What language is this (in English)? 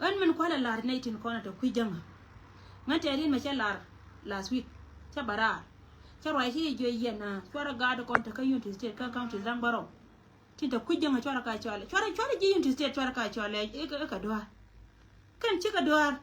Nuer